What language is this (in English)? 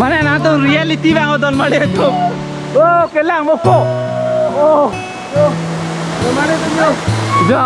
Karbi